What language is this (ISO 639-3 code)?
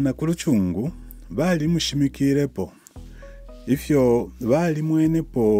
bem